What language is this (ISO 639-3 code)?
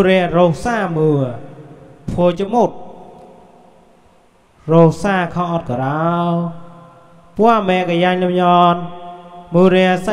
vie